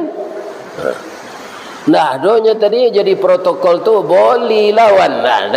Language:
Minangkabau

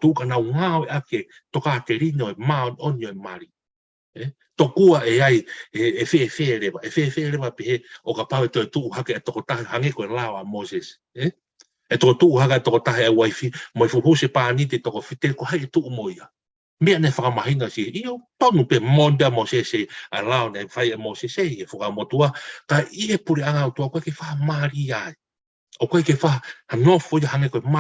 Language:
Tongan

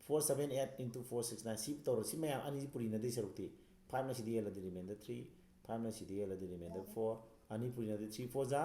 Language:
Manipuri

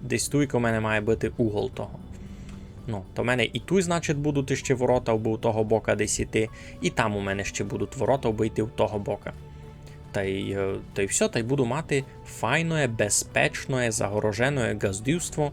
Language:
Rusyn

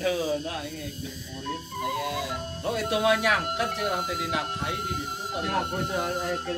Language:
Sundanese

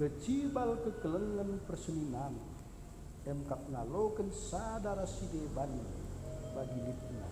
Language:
Batak Karo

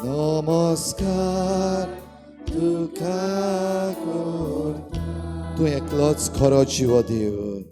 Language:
Konkani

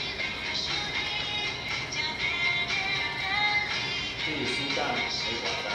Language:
Min Nan Chinese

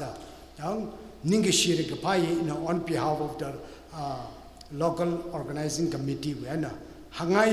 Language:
Tangkhul Naga (India)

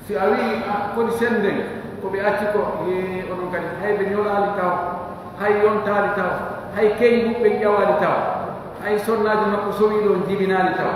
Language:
Pular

